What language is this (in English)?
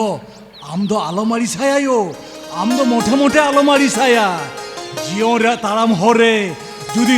Santali